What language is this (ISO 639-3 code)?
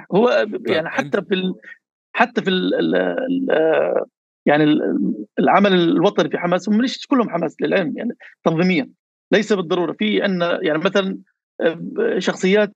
apc